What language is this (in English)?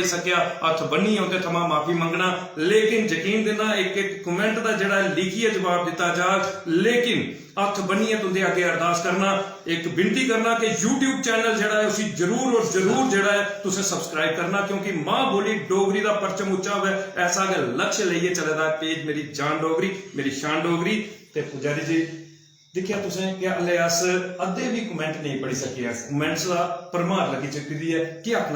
Dogri